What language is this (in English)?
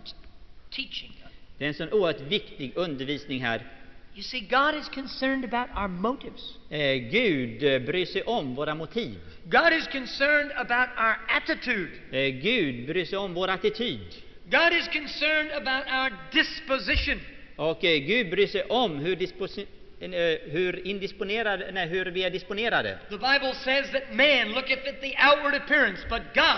Swedish